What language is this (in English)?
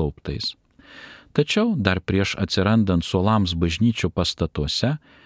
Lithuanian